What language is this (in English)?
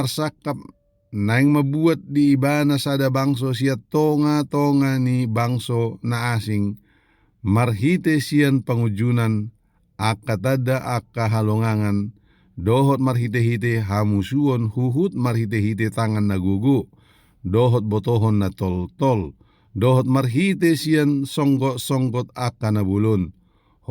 Batak Toba